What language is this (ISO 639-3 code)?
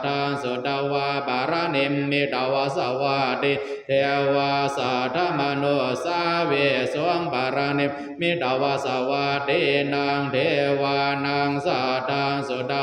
pli